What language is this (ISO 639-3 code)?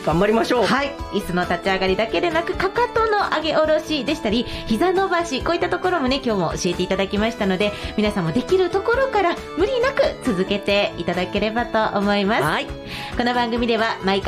jpn